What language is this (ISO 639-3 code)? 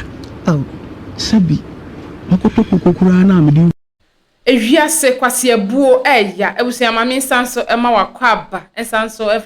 aka